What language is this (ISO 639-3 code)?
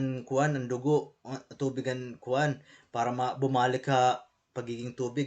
war